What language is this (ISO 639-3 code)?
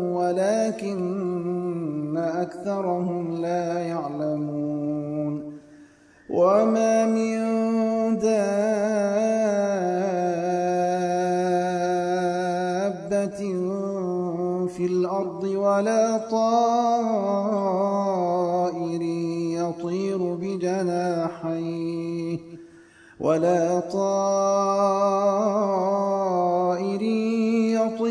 ara